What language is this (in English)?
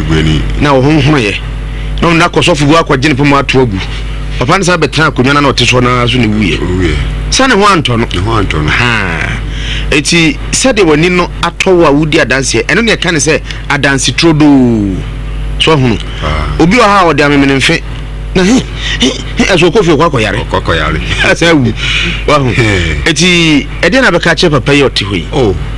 Akan